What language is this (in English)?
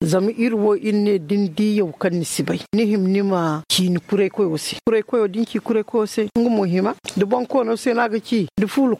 Zarma